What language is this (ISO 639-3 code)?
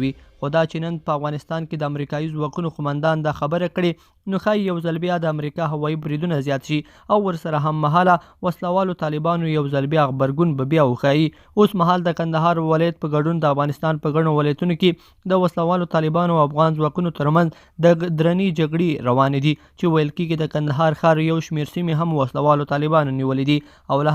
pus